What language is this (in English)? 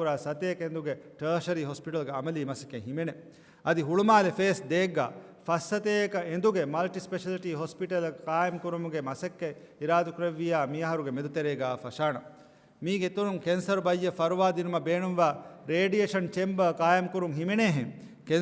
Divehi